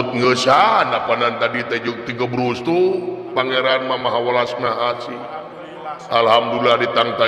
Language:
Sundanese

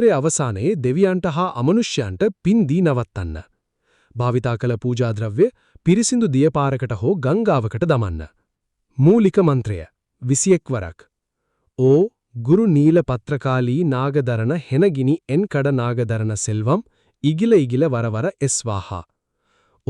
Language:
Sinhala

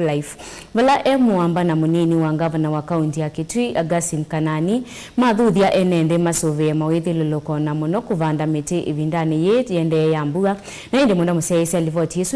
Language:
Kamba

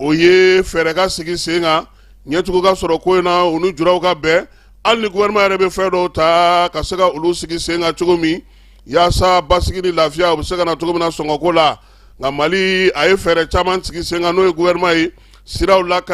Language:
Bambara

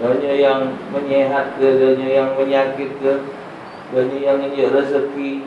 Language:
Musi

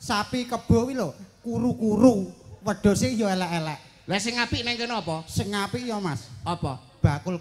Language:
Javanese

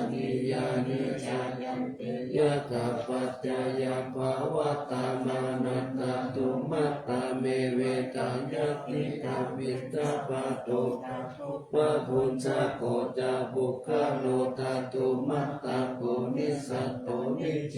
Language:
Pali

